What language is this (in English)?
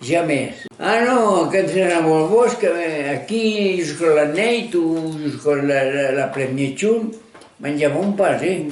Occitan